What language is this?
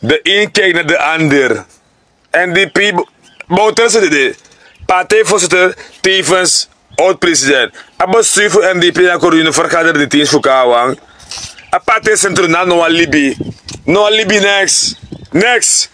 Sranan Tongo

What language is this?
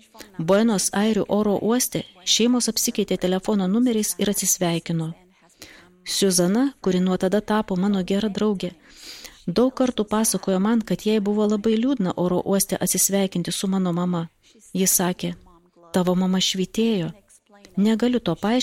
Lithuanian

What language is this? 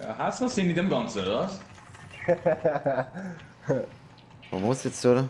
Swiss German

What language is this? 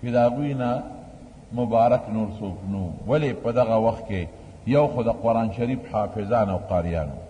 Pashto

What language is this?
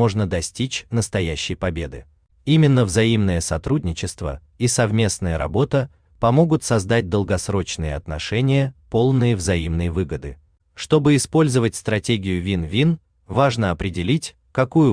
Russian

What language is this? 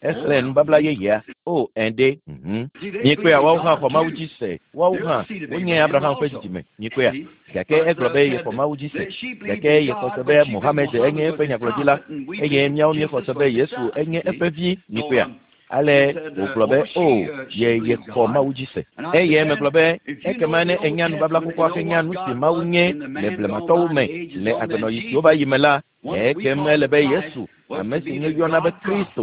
Ewe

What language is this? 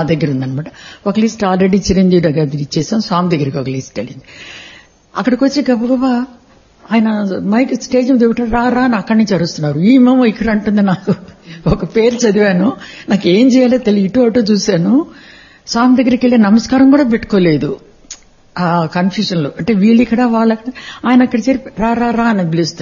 Telugu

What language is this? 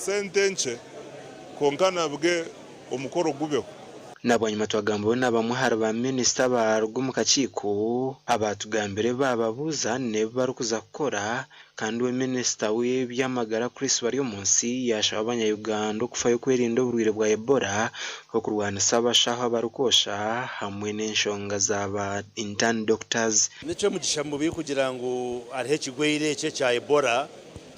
Nyankole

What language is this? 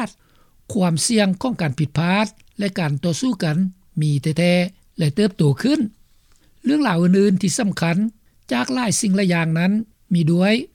Lao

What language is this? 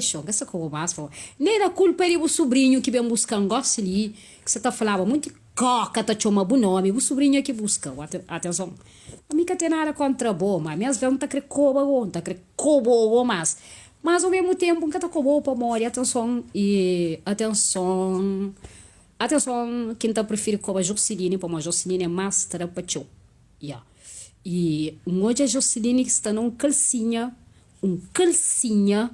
Kabuverdianu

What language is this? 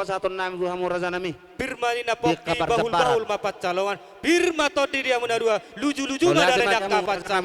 Batak Toba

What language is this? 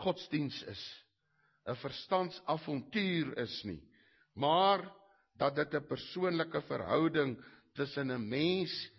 Afrikaans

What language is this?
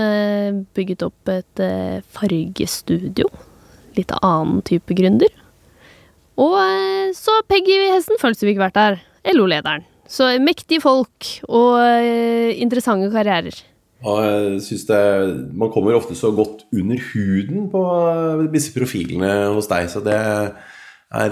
Norwegian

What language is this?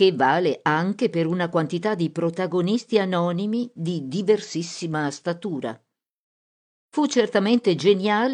Italian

